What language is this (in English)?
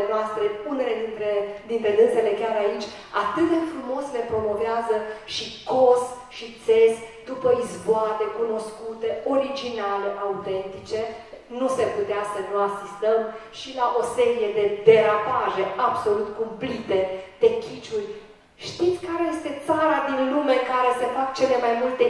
Romanian